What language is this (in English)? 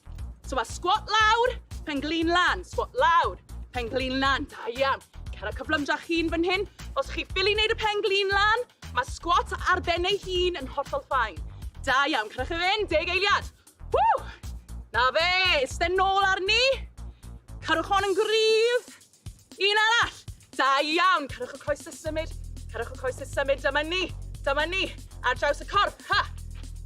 Welsh